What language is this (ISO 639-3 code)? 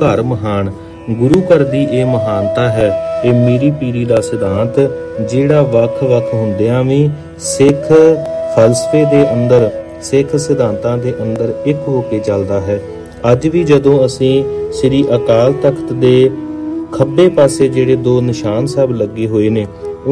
pan